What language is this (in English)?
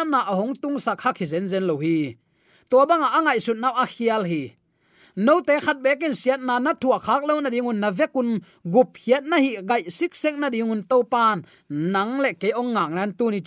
Tedim Chin